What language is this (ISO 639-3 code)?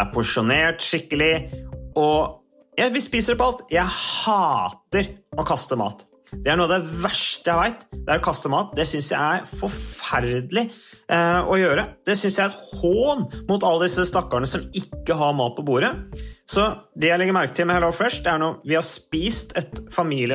nor